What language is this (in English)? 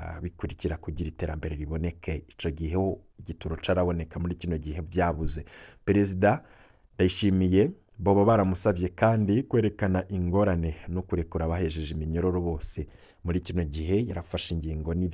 Rundi